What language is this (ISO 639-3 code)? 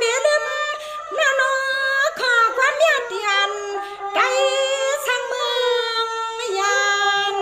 shn